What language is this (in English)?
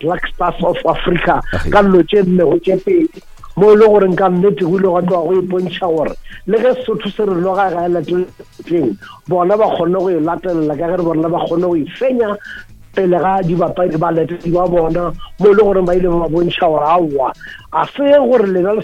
Northern Sotho